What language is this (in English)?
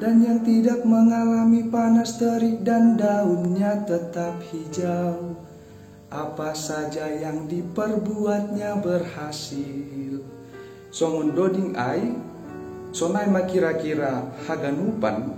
Batak Simalungun